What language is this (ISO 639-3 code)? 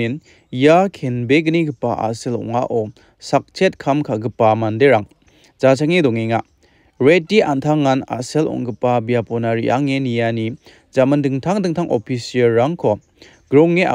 grt